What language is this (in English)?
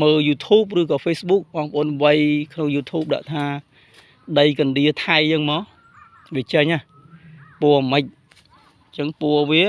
Khmer